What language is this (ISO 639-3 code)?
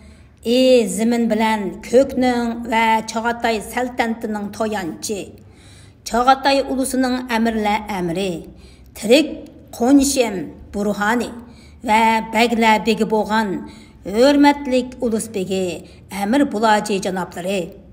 uig